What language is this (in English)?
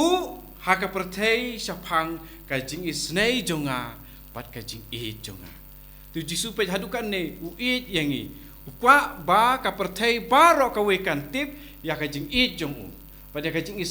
Khasi